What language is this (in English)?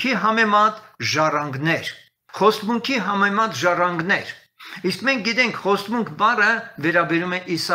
Armenian